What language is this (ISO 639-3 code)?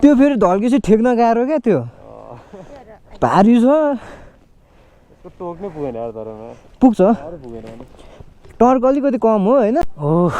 nep